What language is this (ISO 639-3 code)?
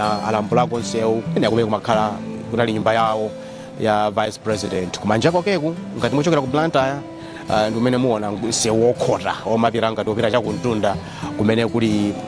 nya